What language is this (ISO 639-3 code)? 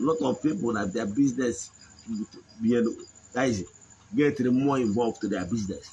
ibo